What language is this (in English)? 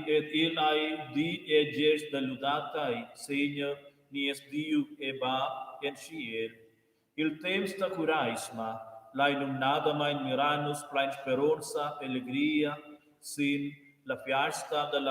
Romansh